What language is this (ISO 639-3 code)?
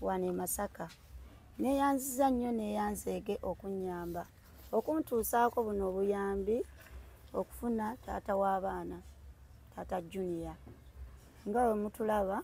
lug